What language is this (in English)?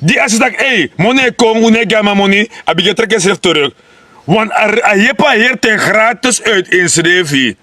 Sranan Tongo